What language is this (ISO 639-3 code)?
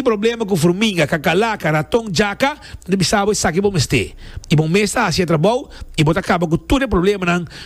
pap